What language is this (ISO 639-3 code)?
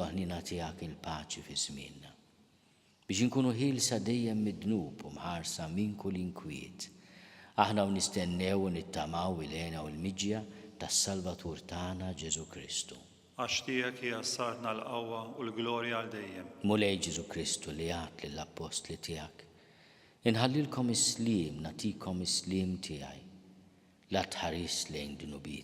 mlt